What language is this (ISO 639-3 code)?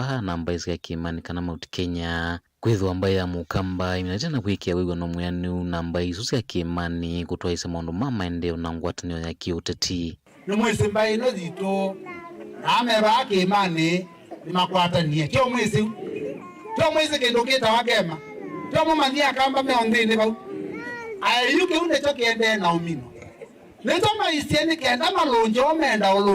kam